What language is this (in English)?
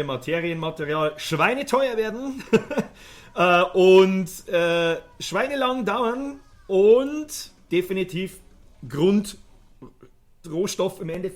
Bavarian